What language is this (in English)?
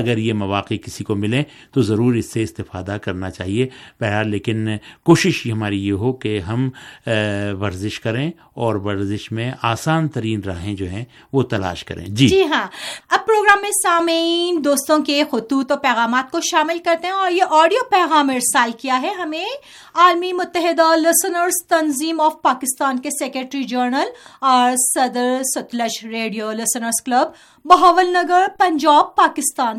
Urdu